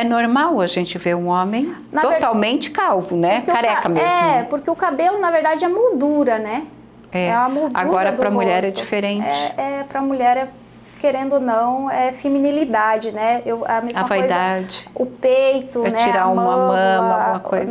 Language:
Portuguese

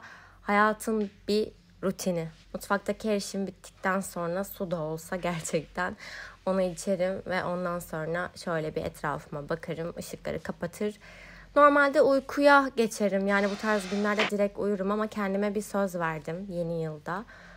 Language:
Turkish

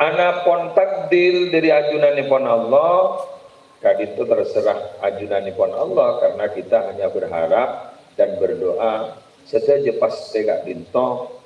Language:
Madurese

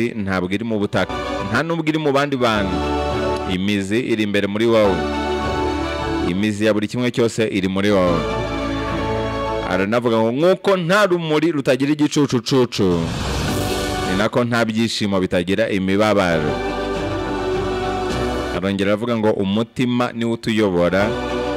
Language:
Kinyarwanda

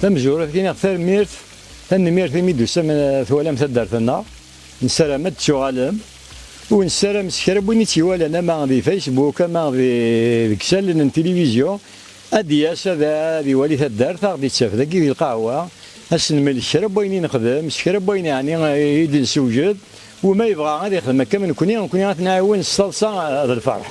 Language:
Kabyle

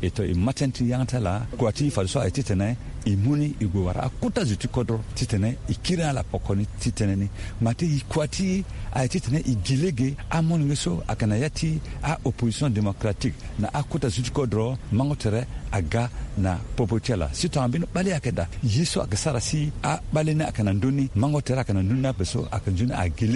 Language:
Sango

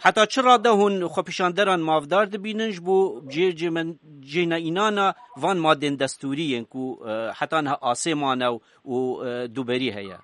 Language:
Kurdish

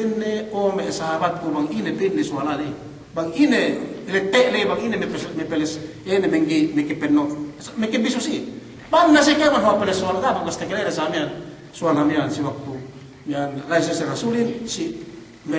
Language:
Yakan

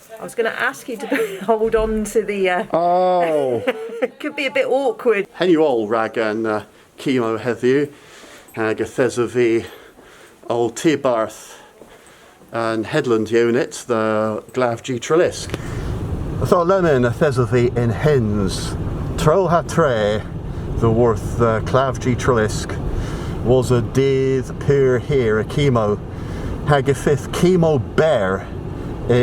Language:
Cornish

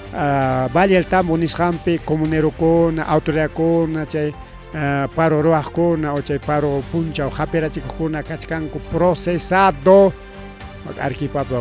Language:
Ayacucho Quechua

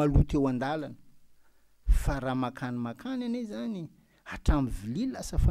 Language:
Malagasy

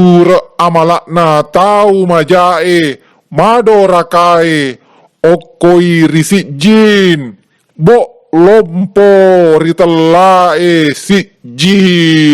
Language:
Buginese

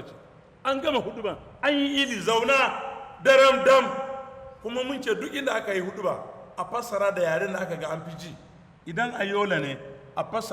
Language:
Hausa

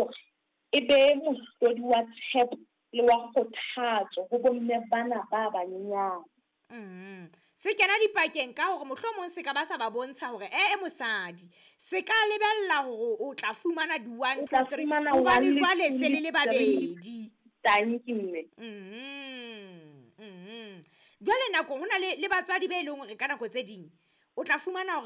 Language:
Southern Sotho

